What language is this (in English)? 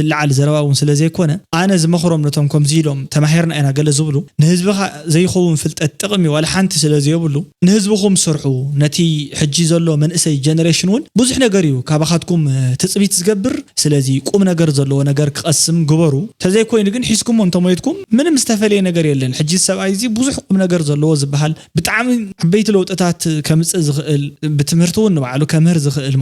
Tigrinya